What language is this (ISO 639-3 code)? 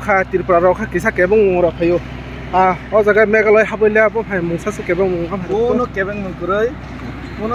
trp